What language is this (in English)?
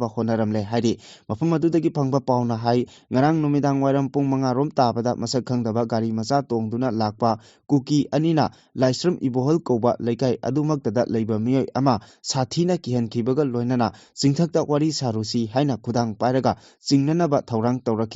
Manipuri